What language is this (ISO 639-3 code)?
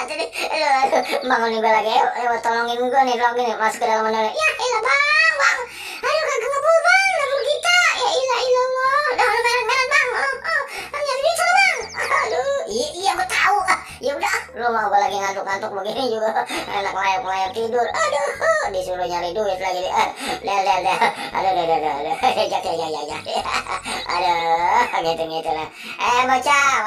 bew